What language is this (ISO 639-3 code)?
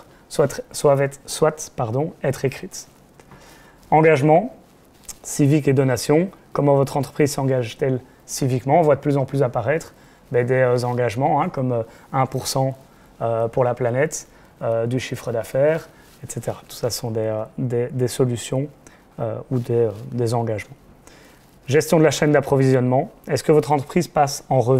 fra